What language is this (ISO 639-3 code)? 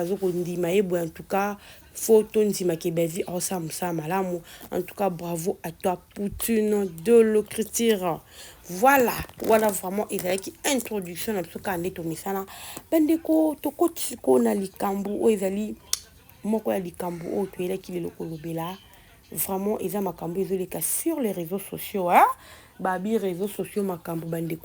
lin